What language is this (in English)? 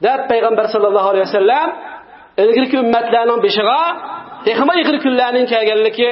Uyghur